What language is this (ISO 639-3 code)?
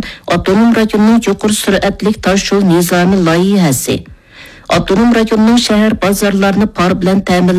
uig